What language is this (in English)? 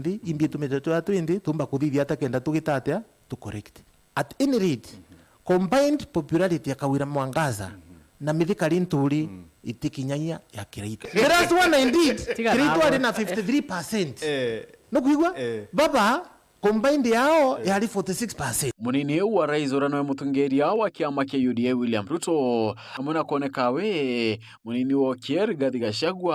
Meru